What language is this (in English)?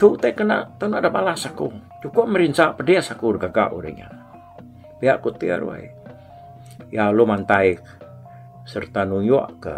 Iban